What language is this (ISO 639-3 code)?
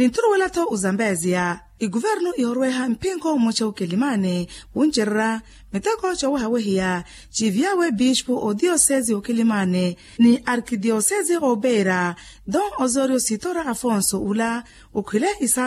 vmw